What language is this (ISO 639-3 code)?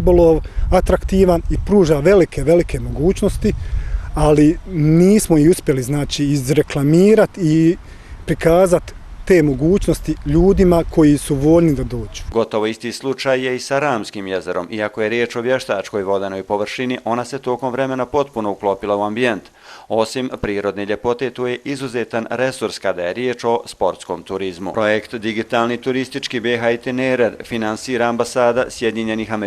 bos